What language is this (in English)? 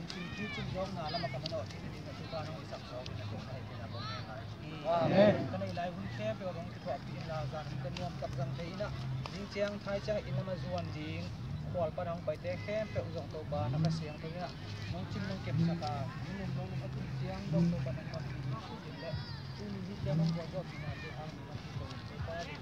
Tedim Chin